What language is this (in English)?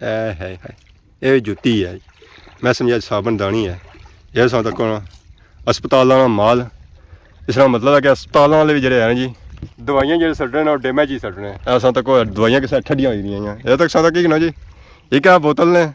Pahari-Potwari